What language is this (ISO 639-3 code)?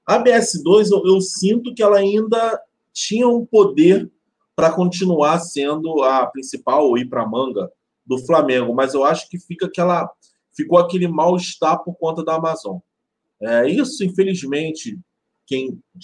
por